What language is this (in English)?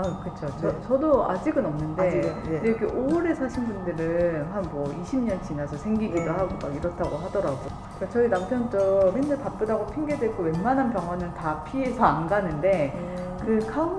Korean